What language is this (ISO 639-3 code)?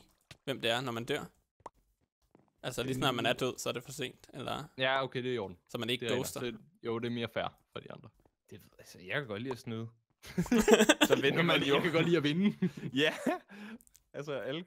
dan